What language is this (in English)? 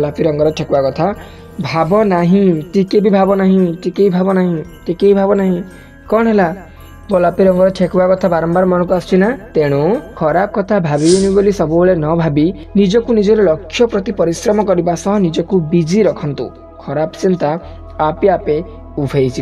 Odia